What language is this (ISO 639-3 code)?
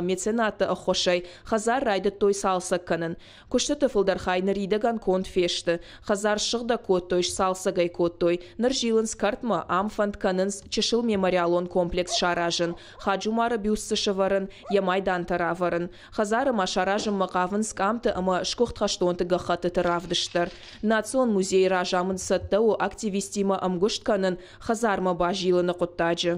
oss